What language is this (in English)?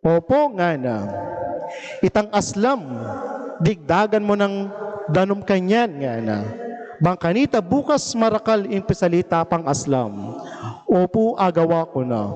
Pampanga